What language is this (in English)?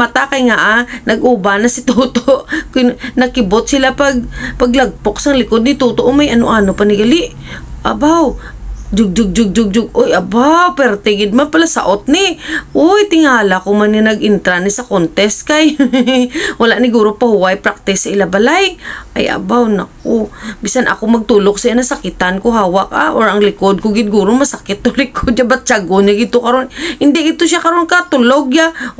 Hiligaynon